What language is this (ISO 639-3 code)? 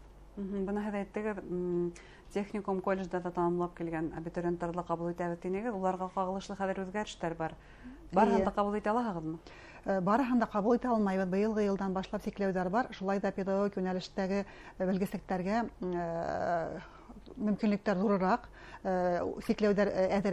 bak